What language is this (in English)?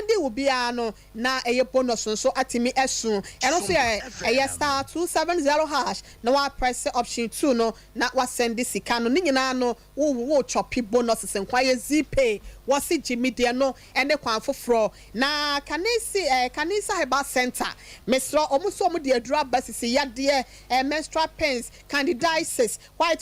Akan